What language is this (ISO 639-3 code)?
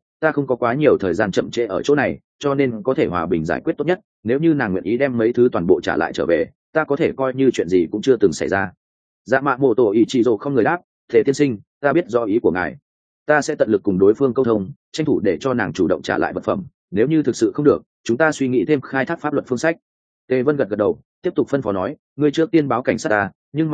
vie